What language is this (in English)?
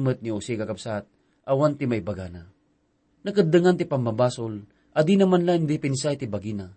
Iloko